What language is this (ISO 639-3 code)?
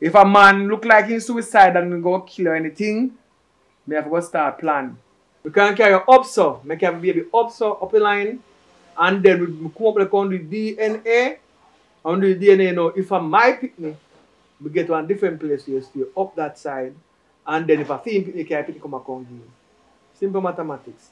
jam